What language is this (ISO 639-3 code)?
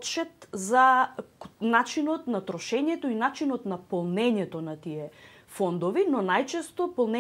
mkd